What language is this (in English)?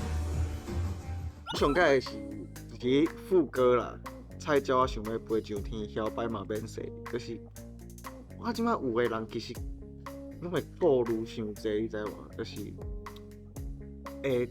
Min Nan Chinese